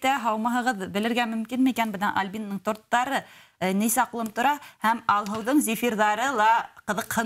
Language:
Bashkir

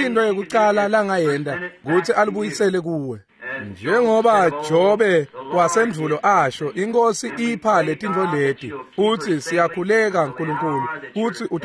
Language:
Swati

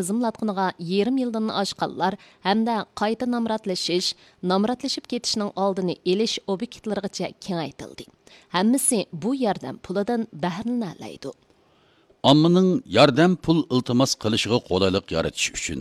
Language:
Uyghur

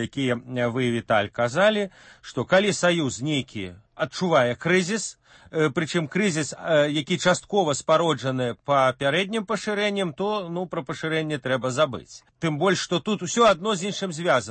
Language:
Belarusian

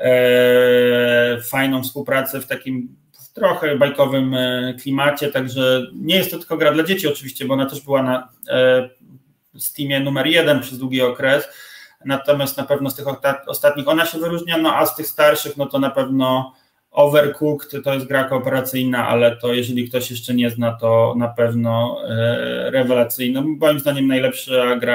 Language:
Polish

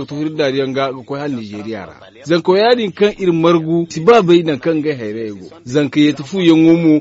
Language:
Zarma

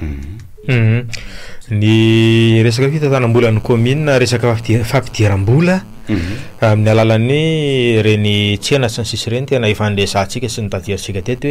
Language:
Malagasy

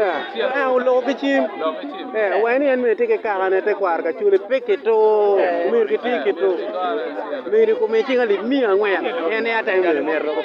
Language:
Acoli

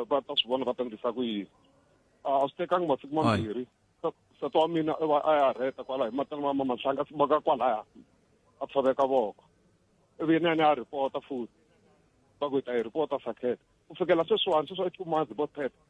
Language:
Tsonga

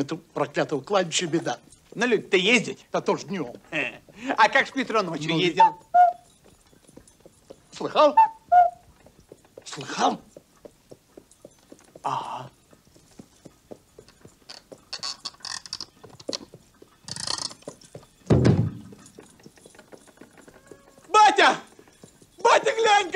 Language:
Russian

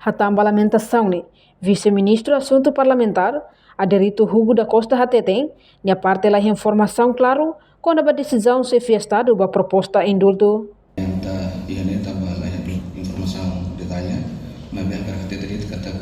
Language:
Tetum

